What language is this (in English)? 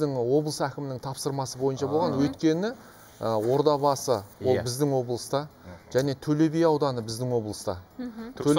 Kazakh